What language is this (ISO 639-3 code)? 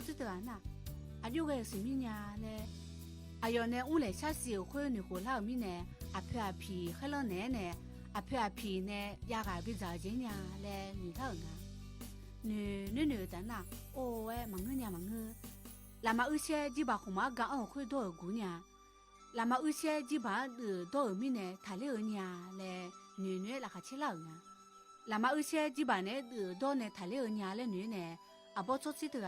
ahk